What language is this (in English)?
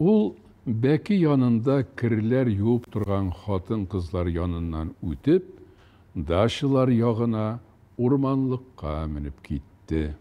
Tatar